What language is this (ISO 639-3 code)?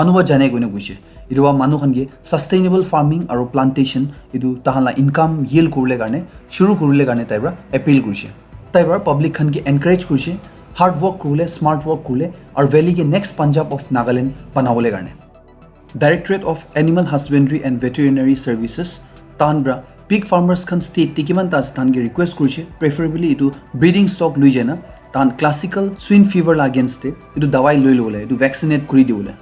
nag